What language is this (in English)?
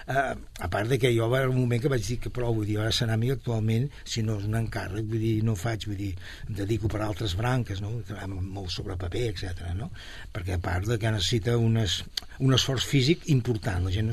Catalan